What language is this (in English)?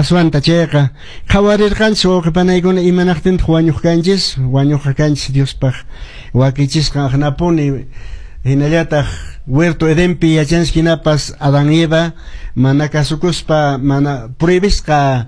Quechua